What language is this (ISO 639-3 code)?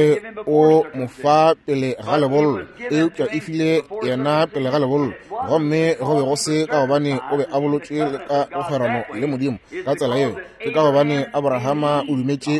nso